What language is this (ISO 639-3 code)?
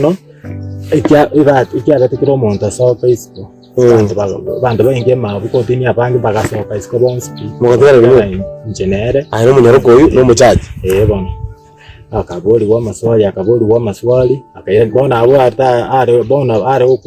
guz